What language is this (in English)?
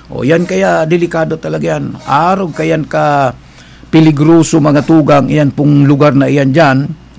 Bikol